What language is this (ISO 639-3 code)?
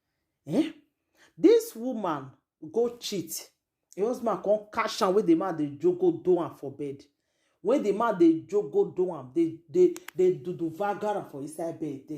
pcm